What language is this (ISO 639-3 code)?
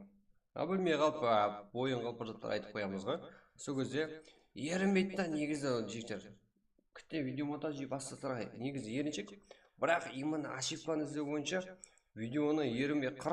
kaa